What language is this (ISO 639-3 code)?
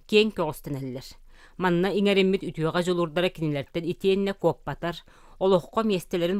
sah